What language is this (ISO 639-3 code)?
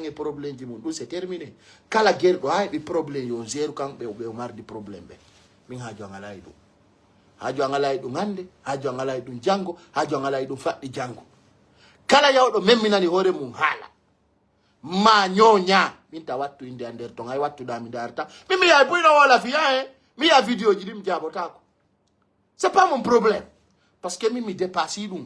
ful